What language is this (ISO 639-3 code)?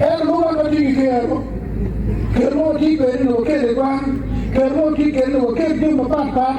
ach